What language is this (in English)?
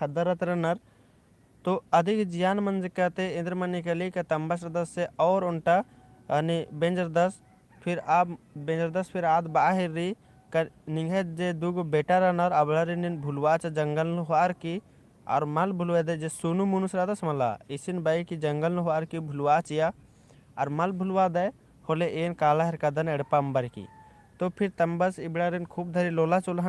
Kurukh